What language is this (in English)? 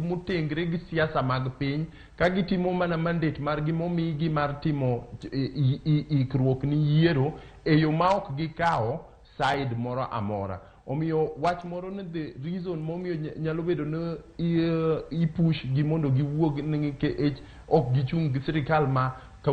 Luo (Kenya and Tanzania)